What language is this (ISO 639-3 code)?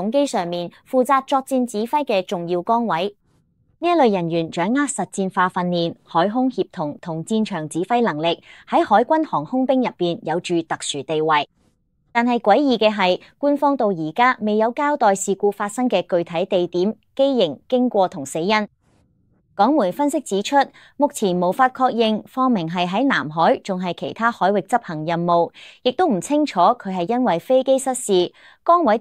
yue